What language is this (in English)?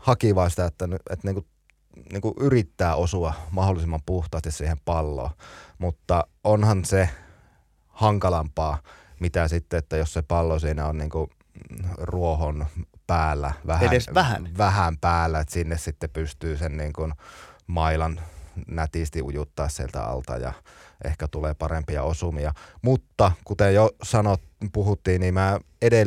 Finnish